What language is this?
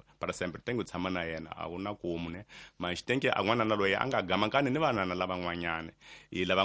Tsonga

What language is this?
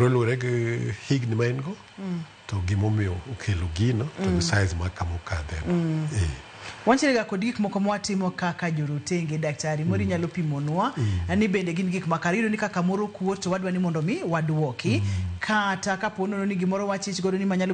Luo (Kenya and Tanzania)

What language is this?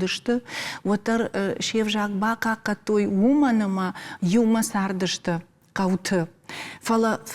Ossetic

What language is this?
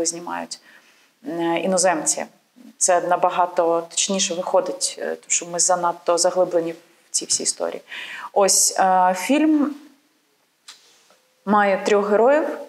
Ukrainian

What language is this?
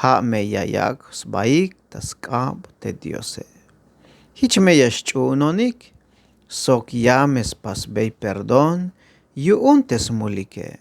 Tzeltal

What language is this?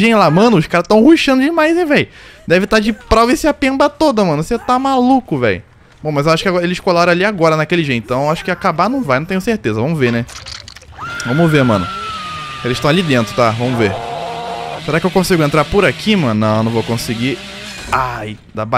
Portuguese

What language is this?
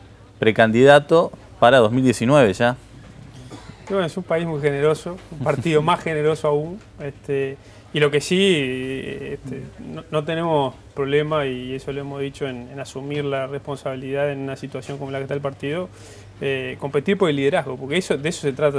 Spanish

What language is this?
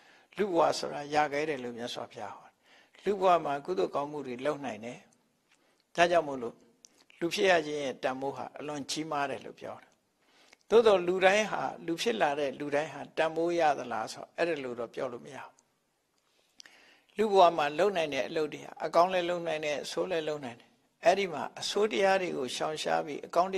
Burmese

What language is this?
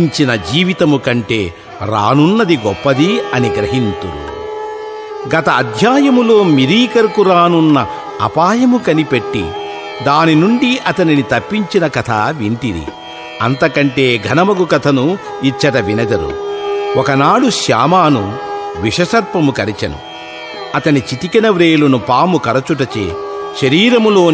Telugu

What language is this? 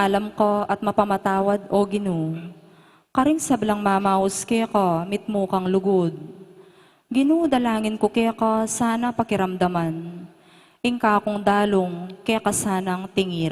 Pampanga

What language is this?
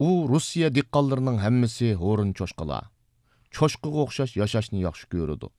Uyghur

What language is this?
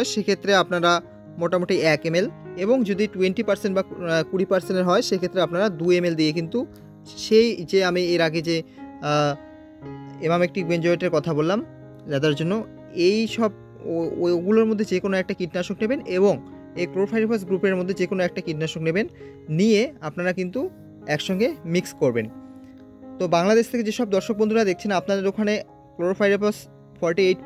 Bangla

